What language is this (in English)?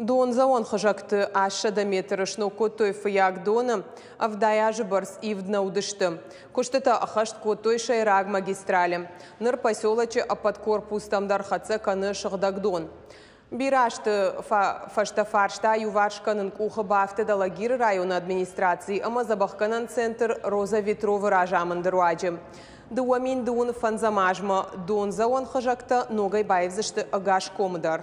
Ossetic